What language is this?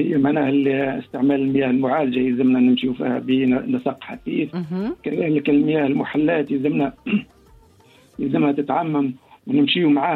Tunisian Arabic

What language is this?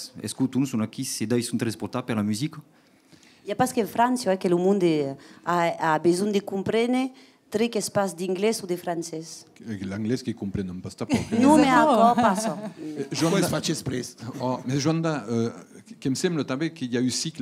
Occitan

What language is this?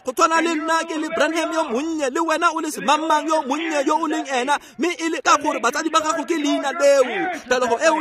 Tswana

